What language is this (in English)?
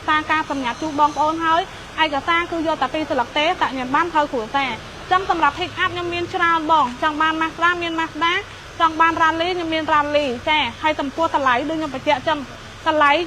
Khmer